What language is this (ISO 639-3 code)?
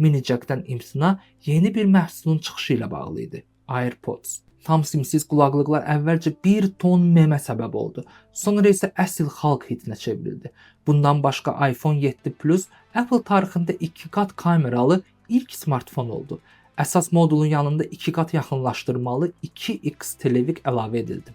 aze